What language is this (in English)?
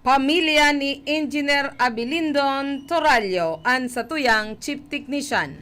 Bikol